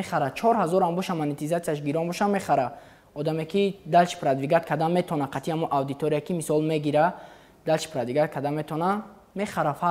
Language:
Tajik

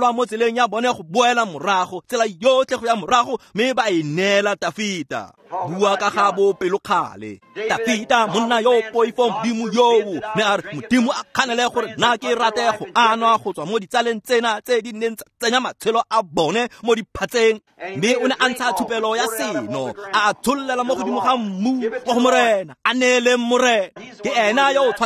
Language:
Tswana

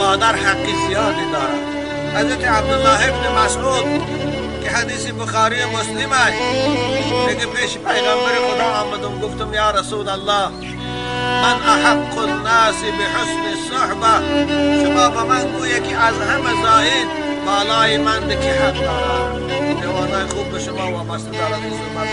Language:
Tajik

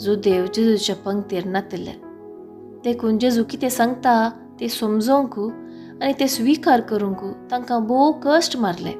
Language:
Konkani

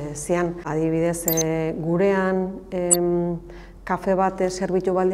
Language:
Basque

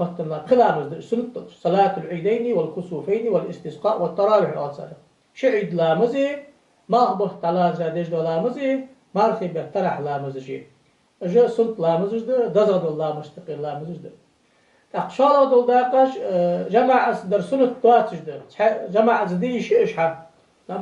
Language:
Ingush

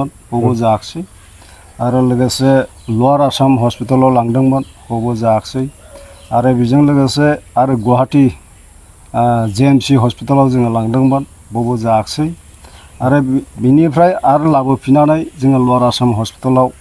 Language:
Bodo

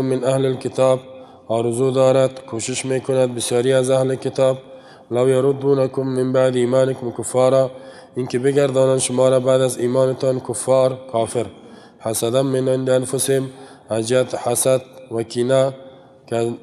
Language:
Persian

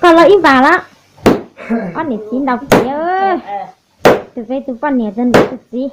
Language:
Hmong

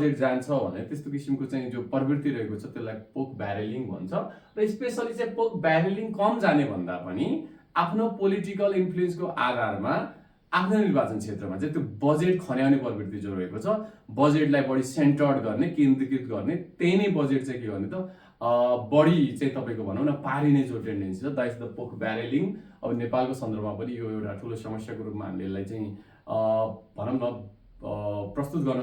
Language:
Nepali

